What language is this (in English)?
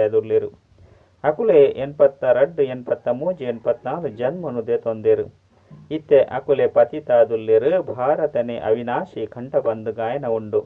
Tulu